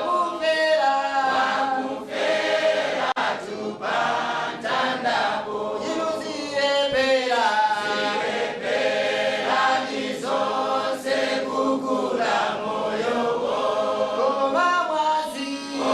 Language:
Nyanja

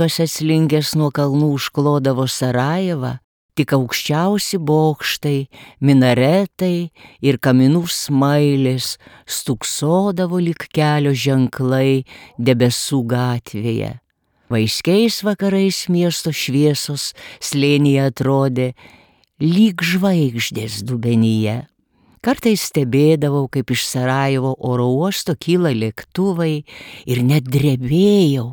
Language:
Lithuanian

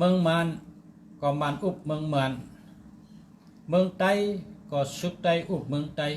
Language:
Shan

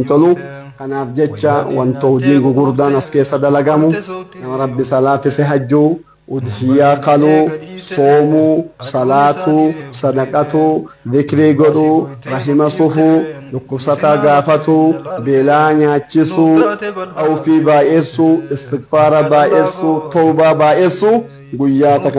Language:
Oromo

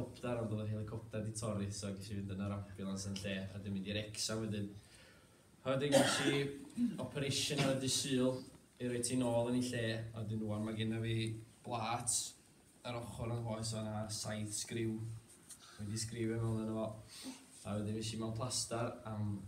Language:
Welsh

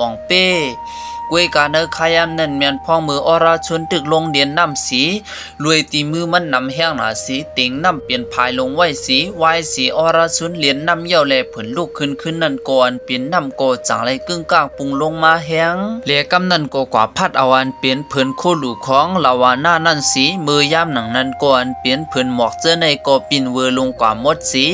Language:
Shan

